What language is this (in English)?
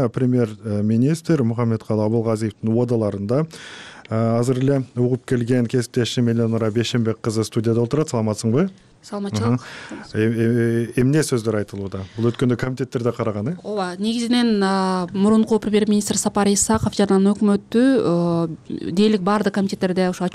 Kyrgyz